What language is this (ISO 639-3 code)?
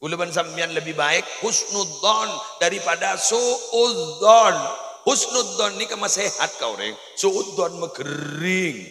mad